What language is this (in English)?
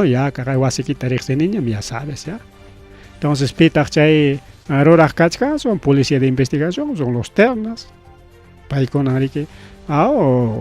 Ayacucho Quechua